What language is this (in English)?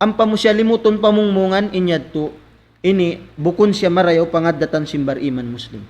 Tausug